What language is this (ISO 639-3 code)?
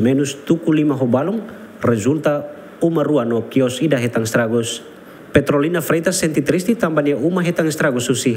tet